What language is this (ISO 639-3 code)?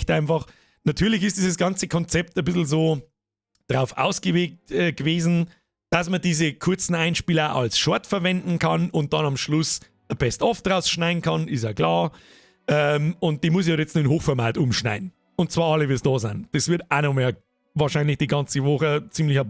bar